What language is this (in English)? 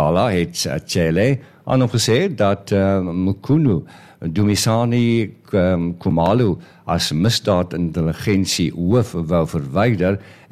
Afrikaans